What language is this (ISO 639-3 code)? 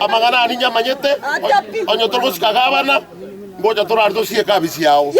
guz